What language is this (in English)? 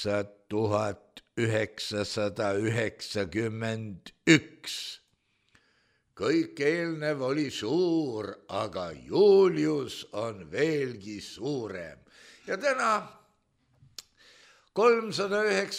Estonian